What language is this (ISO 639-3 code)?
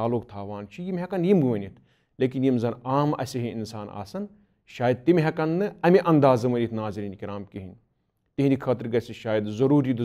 kas